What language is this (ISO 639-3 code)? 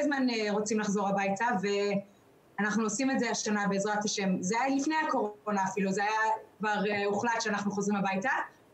heb